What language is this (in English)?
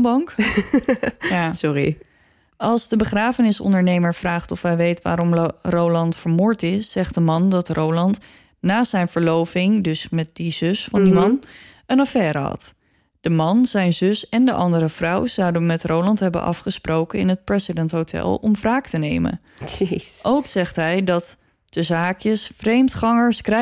Dutch